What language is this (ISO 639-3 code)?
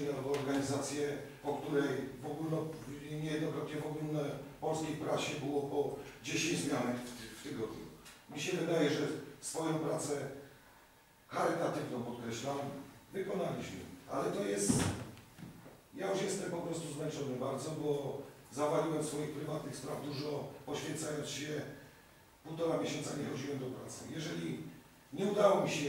pol